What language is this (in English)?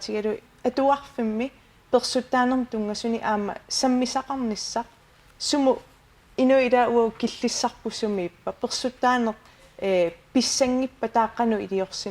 Kalaallisut